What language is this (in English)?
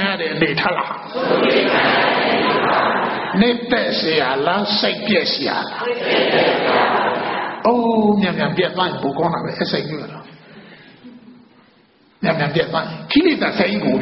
Burmese